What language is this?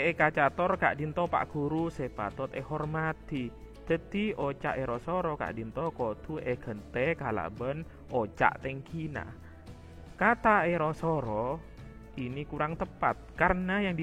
Madurese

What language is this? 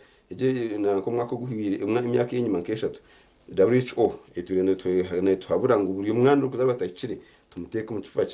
Nyankole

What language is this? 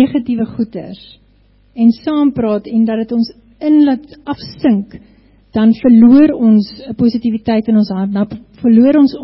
Afrikaans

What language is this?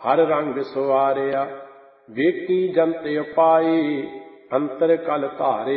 Punjabi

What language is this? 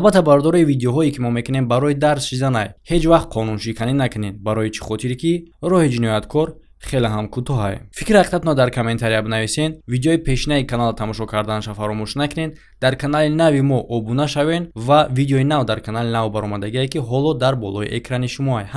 Tajik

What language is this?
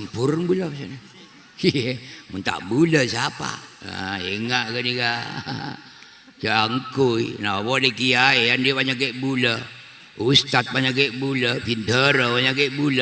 Madurese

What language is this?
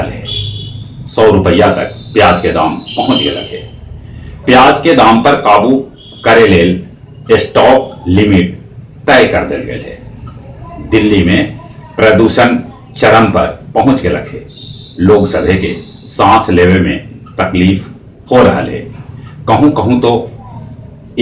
Magahi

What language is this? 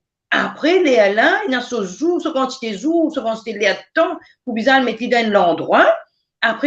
Morisyen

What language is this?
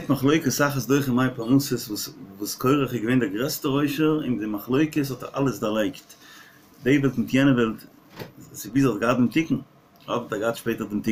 Yiddish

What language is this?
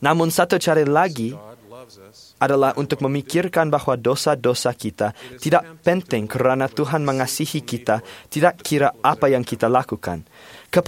Malay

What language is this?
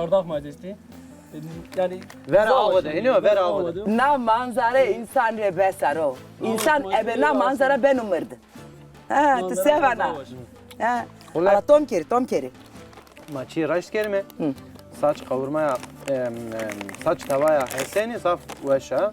Zaza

